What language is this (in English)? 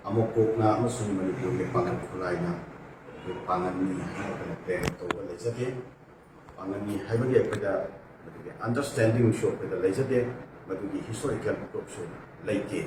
Manipuri